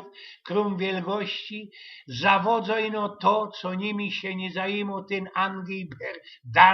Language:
Silesian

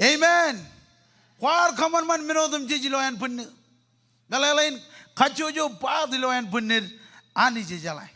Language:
Marshallese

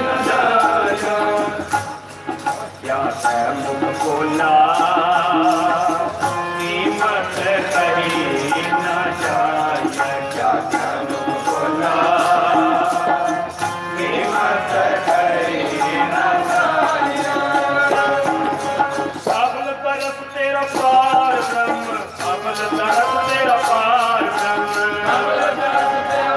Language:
Punjabi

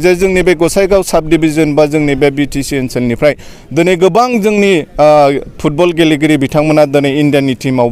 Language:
Bodo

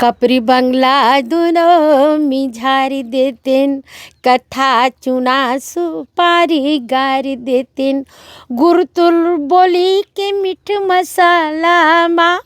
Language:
Chhattisgarhi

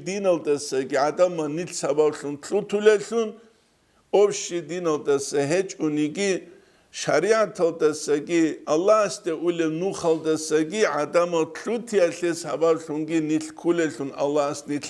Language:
Avaric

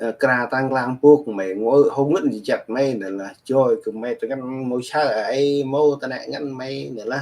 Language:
Central Mnong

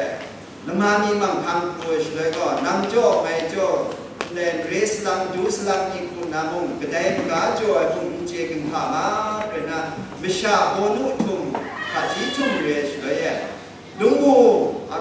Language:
Kachin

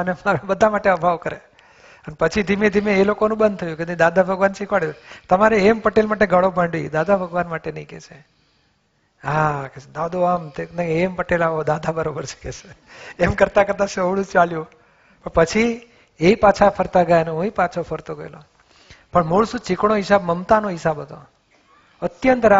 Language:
Gujarati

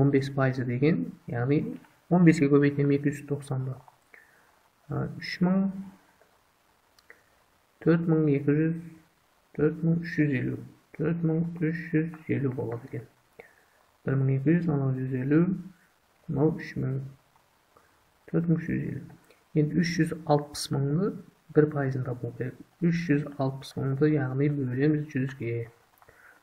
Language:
Kazakh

